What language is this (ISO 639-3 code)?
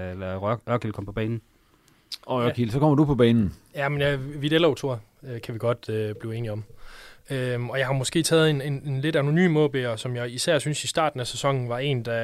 dan